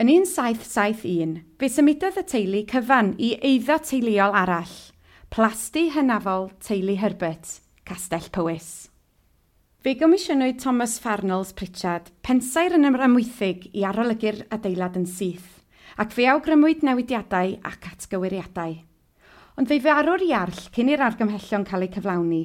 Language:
Welsh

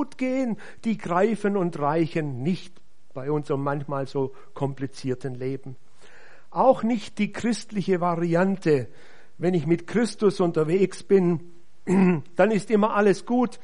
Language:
German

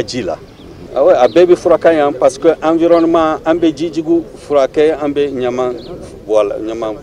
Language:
Bambara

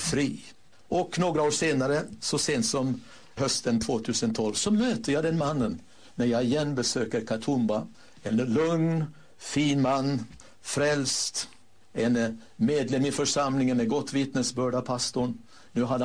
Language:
Swedish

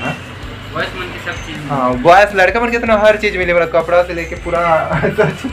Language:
Chhattisgarhi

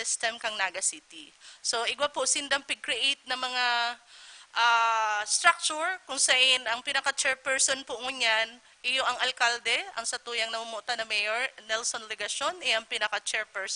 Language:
Bikol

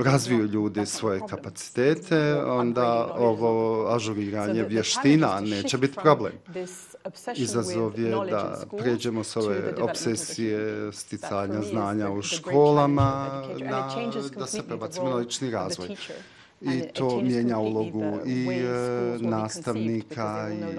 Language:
Bosnian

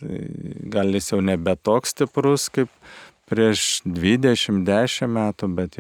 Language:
Lithuanian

